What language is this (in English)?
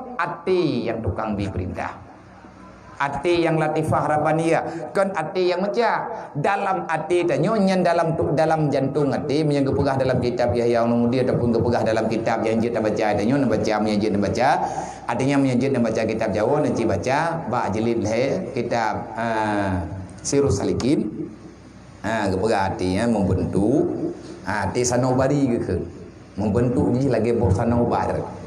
Achinese